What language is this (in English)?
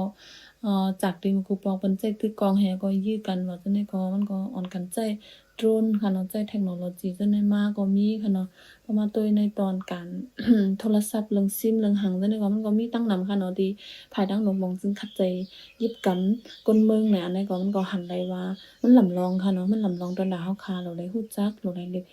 Shan